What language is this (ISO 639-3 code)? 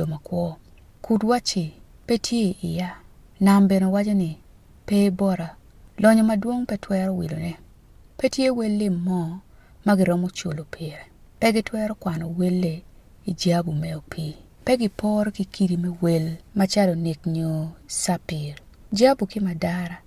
ach